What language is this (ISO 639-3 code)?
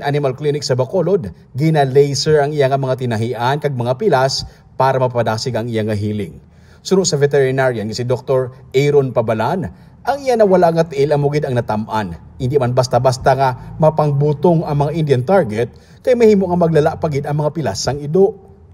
hil